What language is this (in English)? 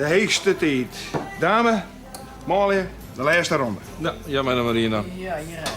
Western Frisian